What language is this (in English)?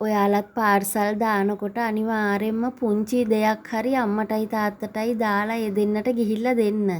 Sinhala